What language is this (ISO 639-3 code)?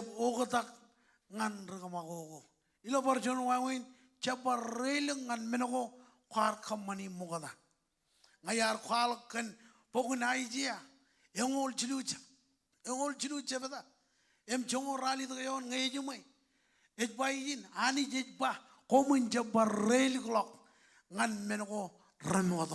mah